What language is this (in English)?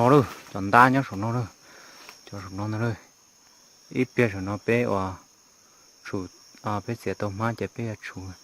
Hmong